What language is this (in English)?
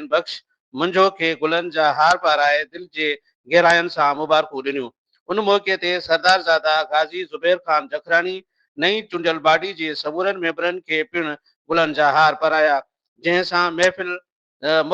Sindhi